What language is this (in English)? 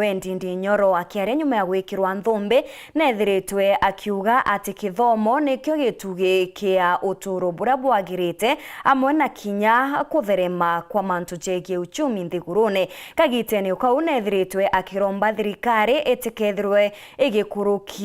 Meru